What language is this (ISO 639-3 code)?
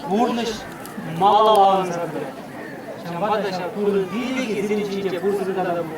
chv